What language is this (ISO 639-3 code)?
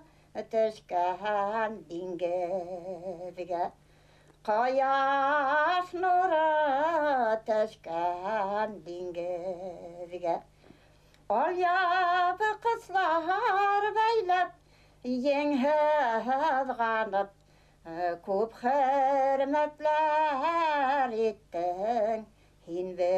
bak